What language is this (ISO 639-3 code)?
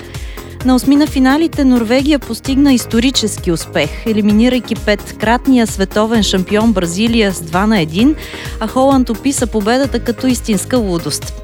bul